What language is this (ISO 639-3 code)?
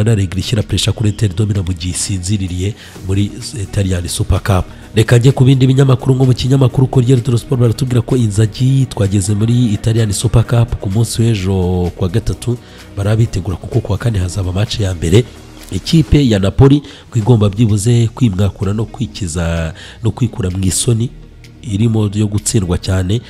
kin